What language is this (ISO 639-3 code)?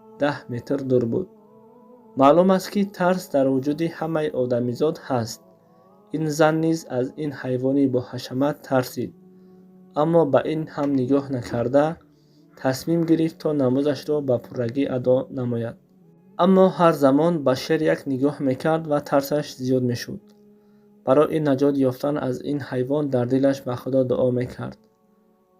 tgk